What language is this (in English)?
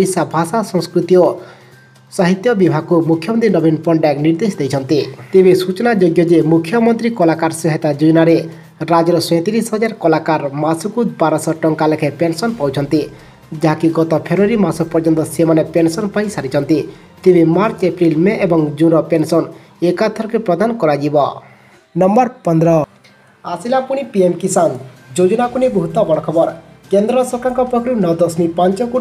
Odia